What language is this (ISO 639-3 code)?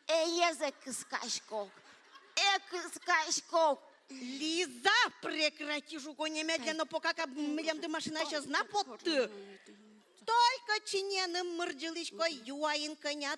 udm